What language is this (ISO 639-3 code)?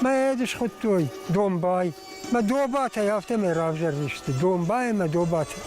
oss